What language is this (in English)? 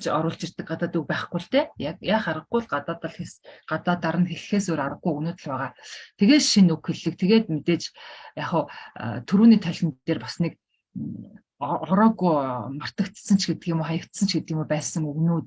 Mongolian